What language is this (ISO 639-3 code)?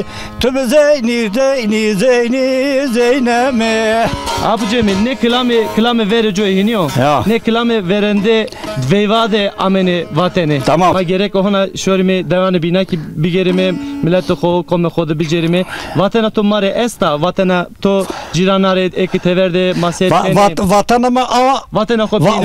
zza